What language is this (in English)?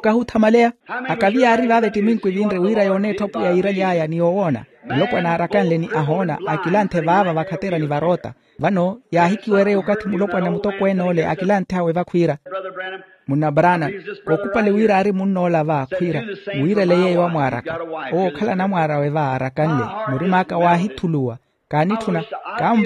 Makhuwa